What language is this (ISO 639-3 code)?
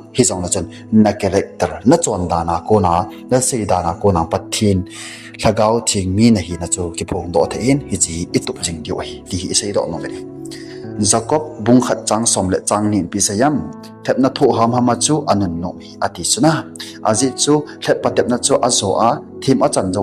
tcz